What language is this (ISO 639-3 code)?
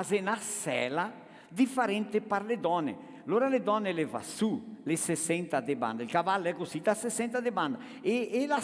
vec